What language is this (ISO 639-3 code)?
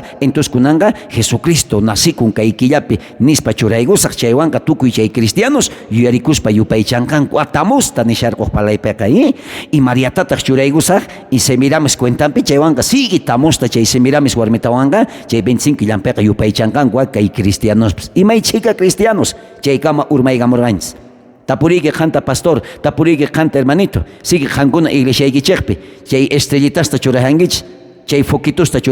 quh